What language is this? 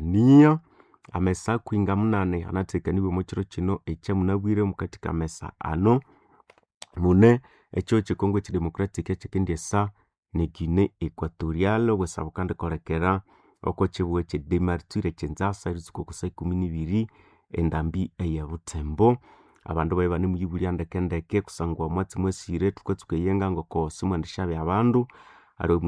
Nande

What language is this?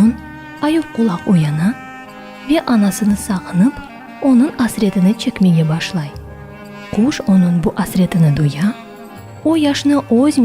Crimean Tatar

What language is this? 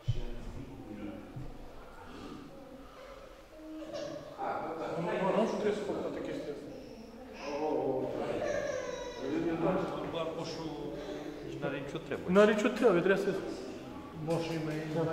Romanian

